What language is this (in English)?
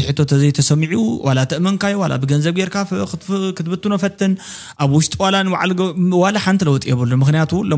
Tigrinya